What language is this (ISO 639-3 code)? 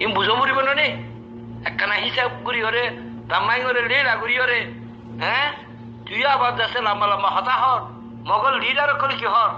rhg